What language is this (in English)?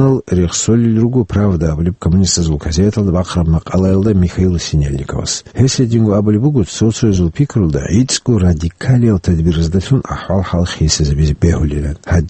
Avaric